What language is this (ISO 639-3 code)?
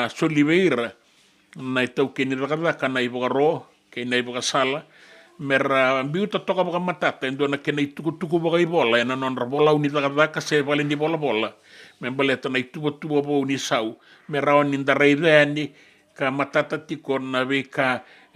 fij